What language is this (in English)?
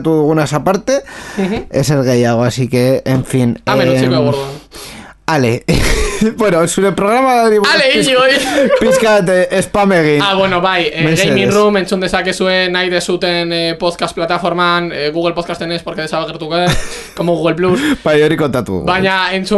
Basque